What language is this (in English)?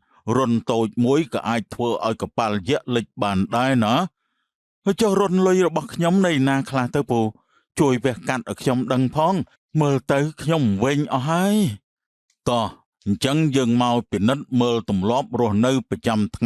Khmer